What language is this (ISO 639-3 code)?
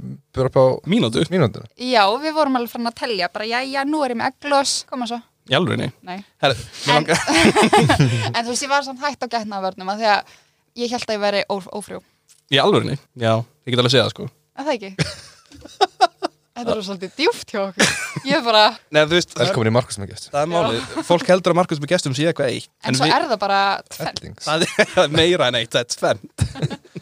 isl